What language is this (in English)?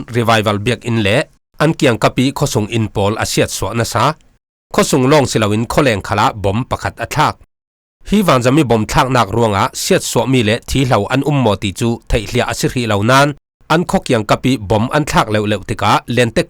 Falam Chin